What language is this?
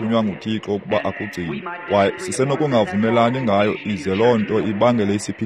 Xhosa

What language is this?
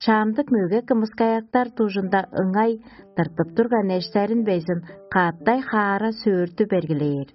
Tuvinian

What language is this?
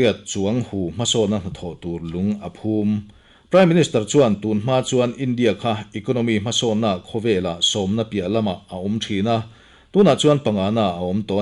Mizo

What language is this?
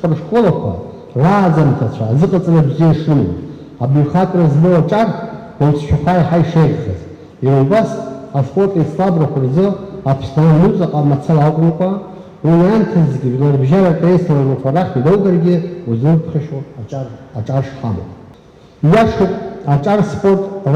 Abkhazian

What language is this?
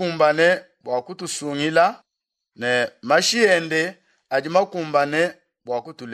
Luba-Lulua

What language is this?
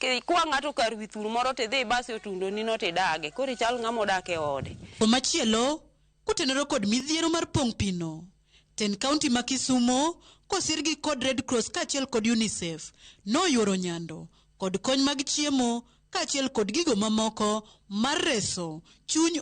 Luo (Kenya and Tanzania)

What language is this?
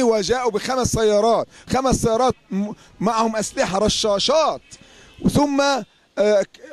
Egyptian Arabic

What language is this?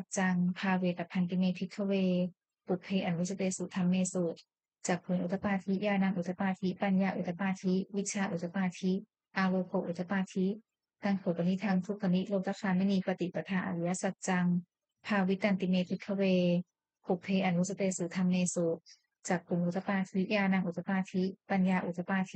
Pali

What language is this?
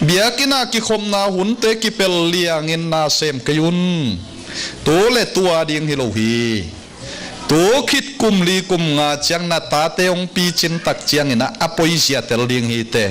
Tedim Chin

